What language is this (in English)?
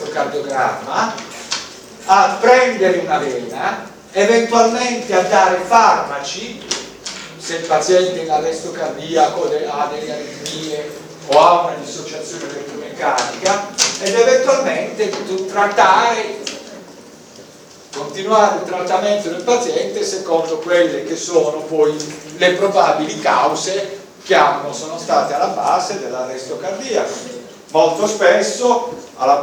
Italian